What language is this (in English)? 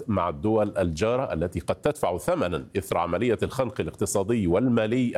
Arabic